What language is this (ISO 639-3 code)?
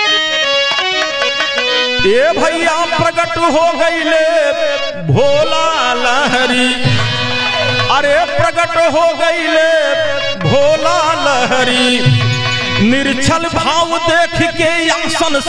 bho